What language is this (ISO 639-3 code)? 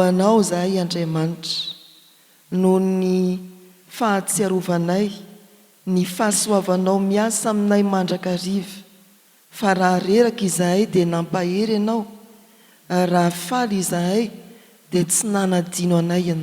mlg